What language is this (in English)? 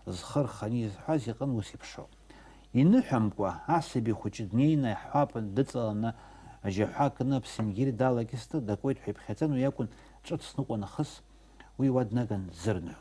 Abkhazian